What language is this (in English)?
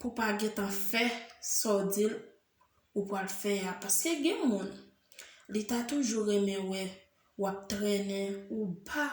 Haitian Creole